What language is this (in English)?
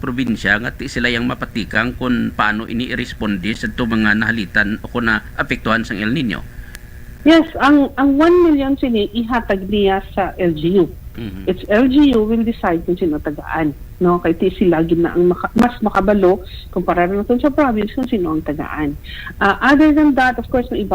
Hiligaynon